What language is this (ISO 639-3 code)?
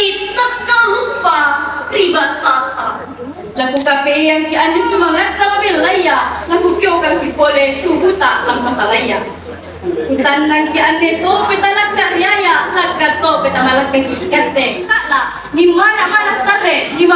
mak